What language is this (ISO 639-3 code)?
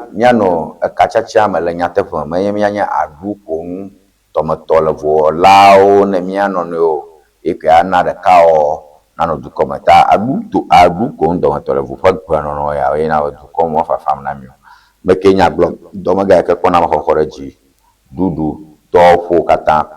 ewe